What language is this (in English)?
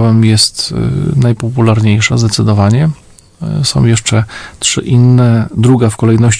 Polish